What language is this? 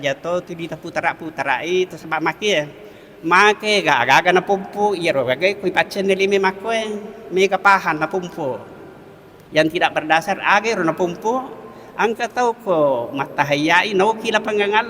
Buginese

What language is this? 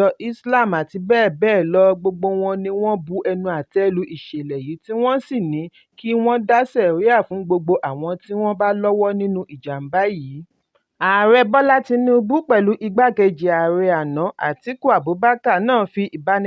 Yoruba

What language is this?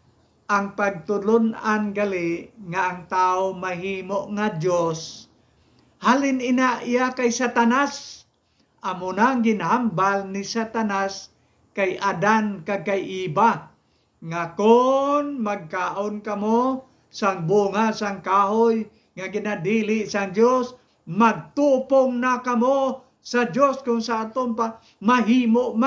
Hiligaynon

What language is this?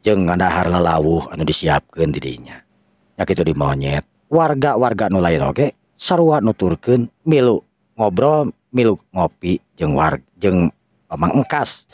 Sundanese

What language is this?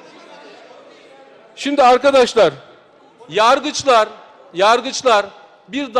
Turkish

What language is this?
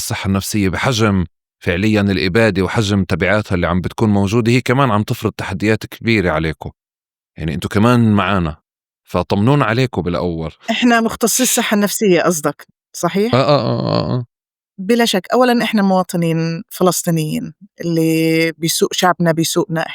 North Levantine Arabic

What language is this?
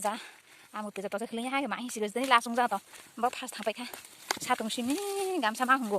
Kok Borok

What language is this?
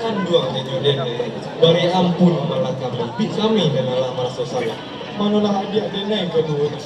Minangkabau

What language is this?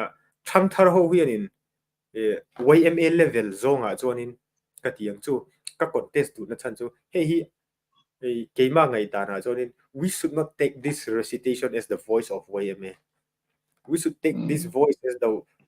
Mizo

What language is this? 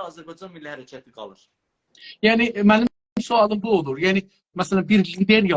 South Azerbaijani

